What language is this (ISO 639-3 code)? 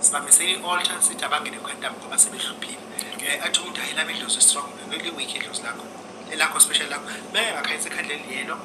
zul